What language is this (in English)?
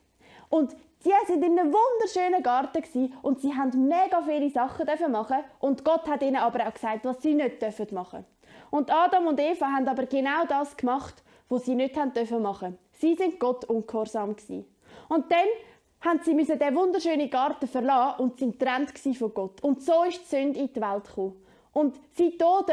Swiss German